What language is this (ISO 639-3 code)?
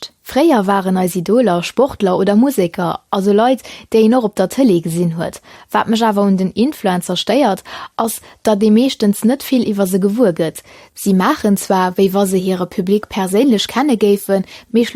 ltz